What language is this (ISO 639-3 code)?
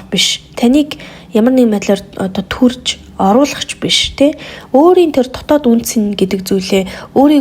mon